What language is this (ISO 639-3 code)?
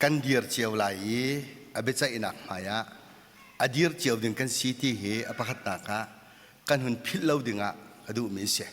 cnh